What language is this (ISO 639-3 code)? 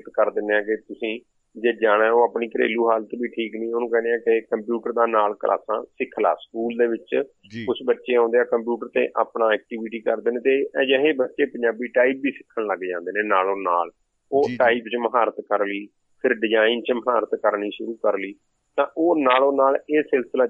pan